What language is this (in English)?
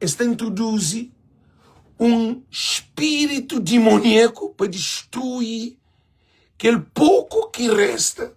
Kabuverdianu